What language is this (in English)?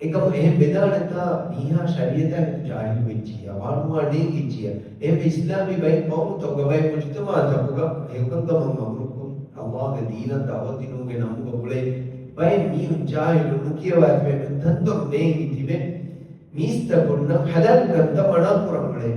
Divehi